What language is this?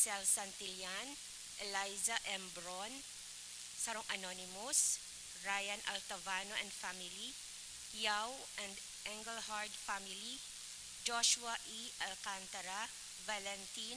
Bikol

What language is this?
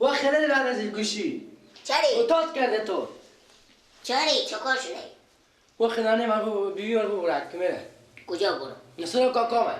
Persian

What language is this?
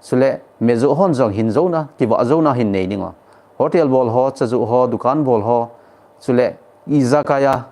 Thado Chin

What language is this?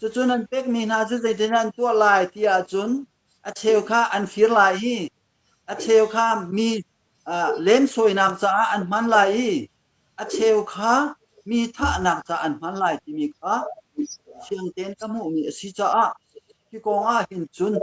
Hakha Chin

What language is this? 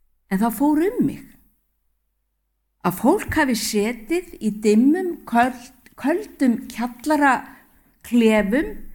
Icelandic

